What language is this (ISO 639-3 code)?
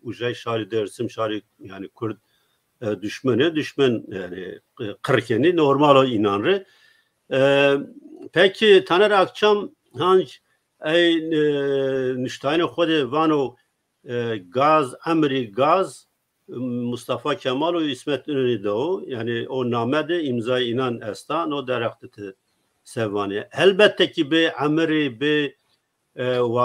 zza